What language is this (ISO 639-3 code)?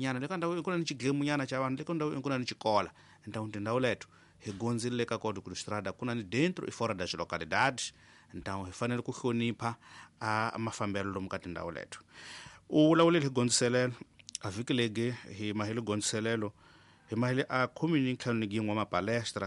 tso